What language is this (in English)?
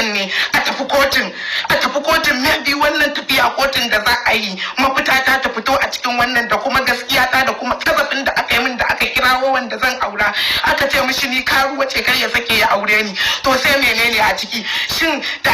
Hausa